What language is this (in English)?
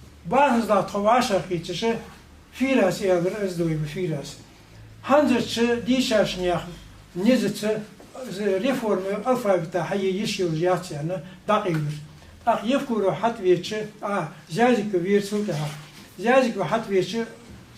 Ingush